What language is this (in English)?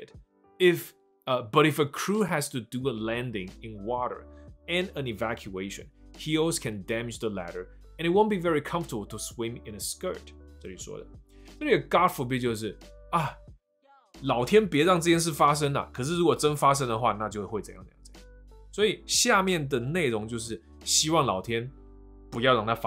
Chinese